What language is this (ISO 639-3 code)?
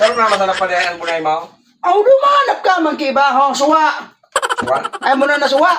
bik